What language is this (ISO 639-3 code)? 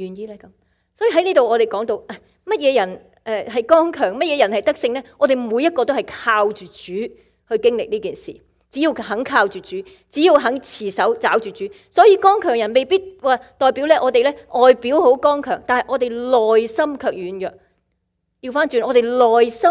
yue